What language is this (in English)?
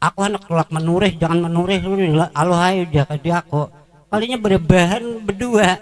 Banjar